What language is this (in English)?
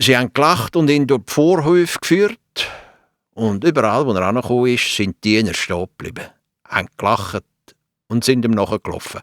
Swiss German